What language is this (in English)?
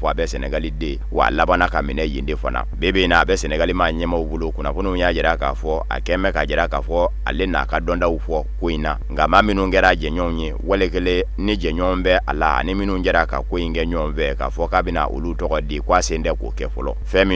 Bambara